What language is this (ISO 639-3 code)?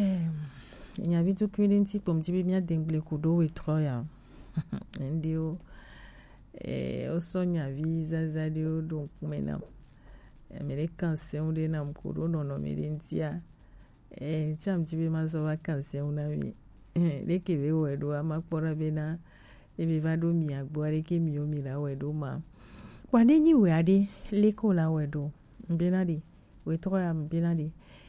gej